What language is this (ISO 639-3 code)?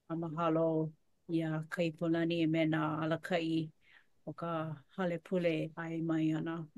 haw